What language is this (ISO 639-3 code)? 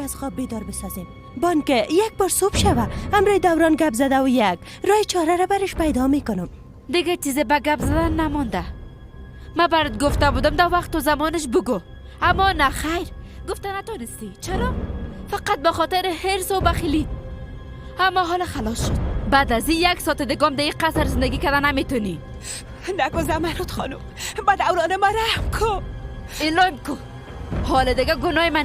fas